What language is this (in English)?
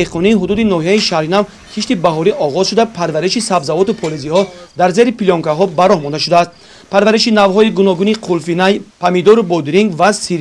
Tajik